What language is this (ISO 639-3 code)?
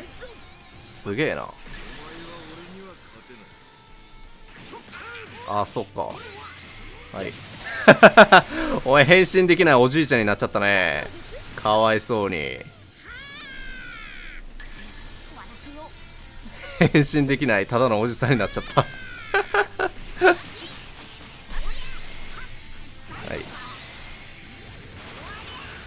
jpn